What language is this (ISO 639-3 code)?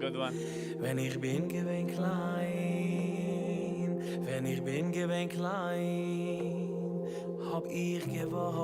yid